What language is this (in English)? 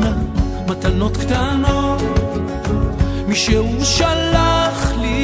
Hebrew